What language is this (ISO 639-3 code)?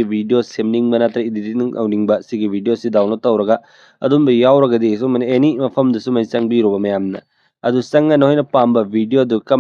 mni